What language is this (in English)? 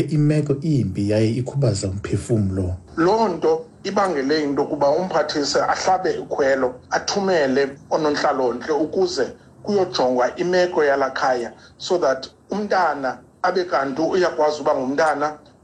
Xhosa